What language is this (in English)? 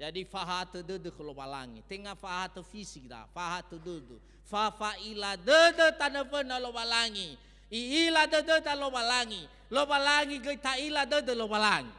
Nias